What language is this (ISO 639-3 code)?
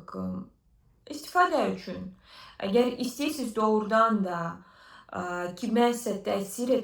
aze